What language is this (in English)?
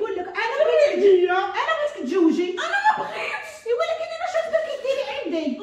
Moroccan Arabic